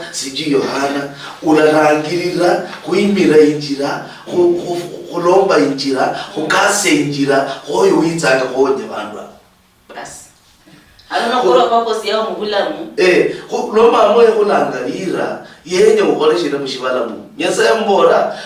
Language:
Luyia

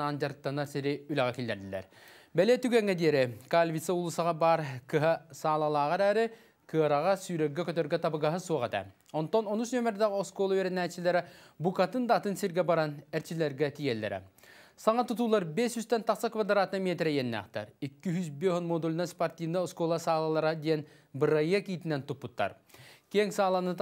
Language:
Yakut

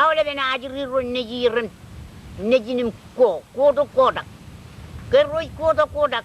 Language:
Marshallese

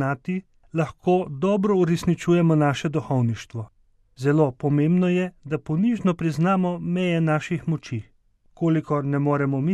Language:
Slovenian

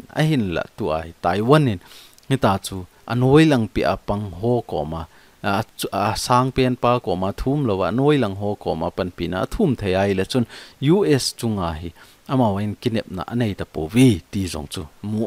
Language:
Thado Chin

